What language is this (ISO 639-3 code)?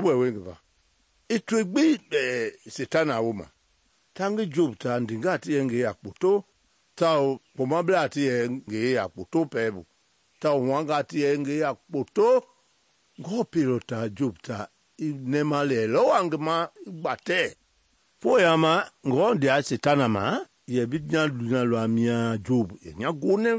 men